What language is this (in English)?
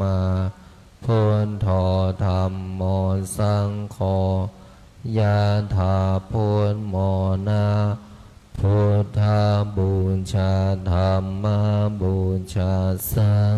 Pali